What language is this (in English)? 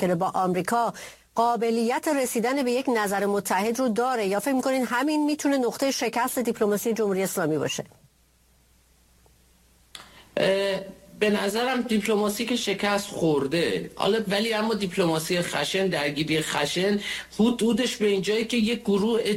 Persian